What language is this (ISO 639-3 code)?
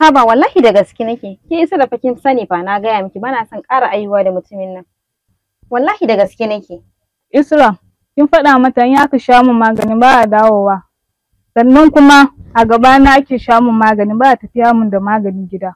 hau